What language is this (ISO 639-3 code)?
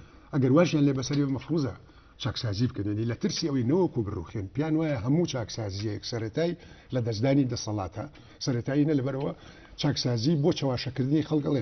ckb